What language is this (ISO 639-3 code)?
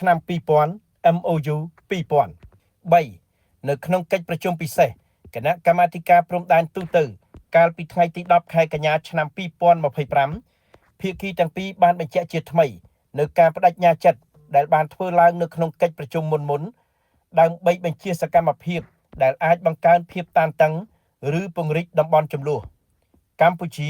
khm